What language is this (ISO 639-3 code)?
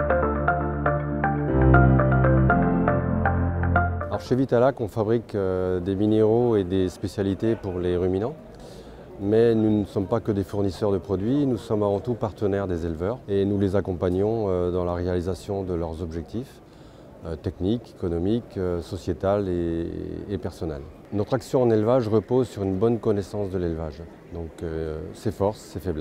fra